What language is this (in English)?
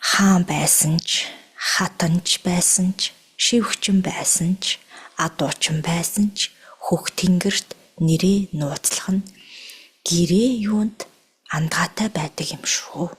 Mongolian